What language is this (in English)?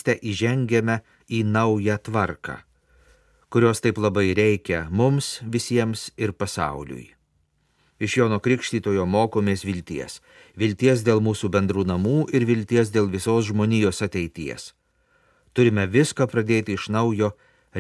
Lithuanian